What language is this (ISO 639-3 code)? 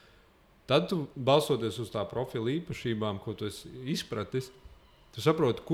lav